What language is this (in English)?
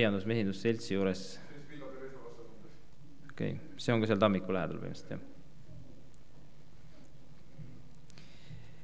Estonian